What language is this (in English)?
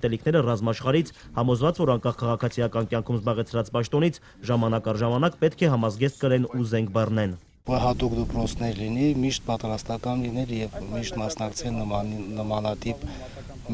Armenian